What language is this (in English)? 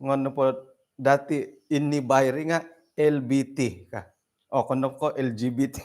Central Dusun